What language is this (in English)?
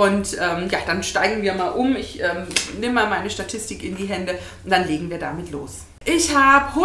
German